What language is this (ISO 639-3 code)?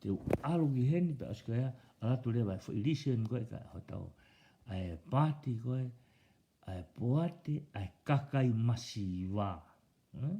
ton